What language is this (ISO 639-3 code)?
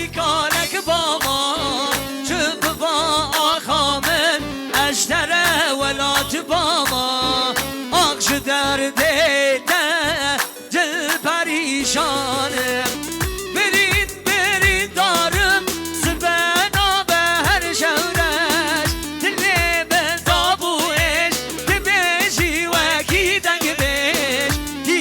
kur